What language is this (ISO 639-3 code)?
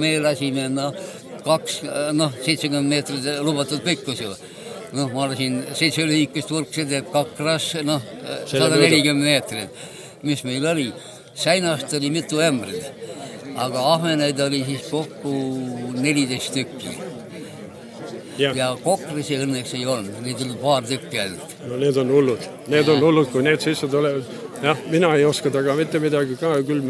est